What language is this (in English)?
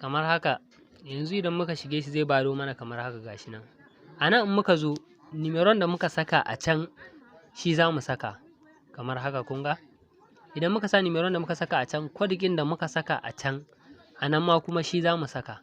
Hausa